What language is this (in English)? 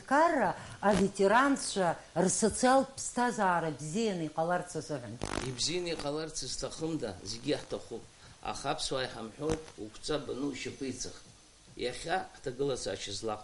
Abkhazian